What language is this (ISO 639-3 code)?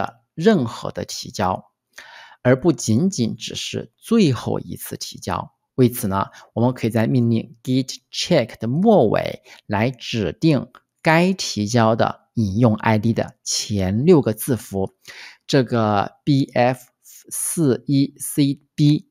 zho